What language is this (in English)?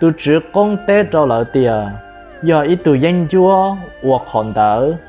Hmong